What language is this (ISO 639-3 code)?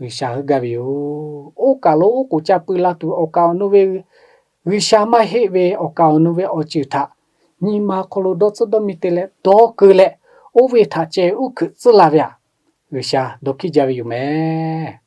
lhu